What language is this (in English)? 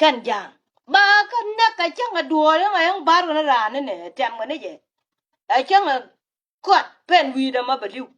Nuer